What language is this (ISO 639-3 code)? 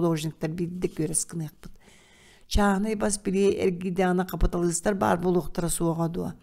sah